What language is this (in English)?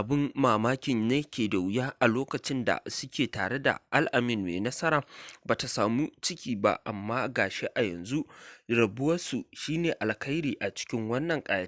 Hausa